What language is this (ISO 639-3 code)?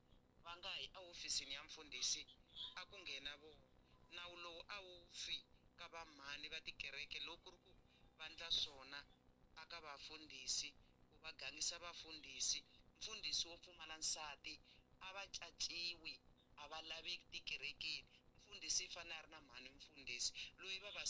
tso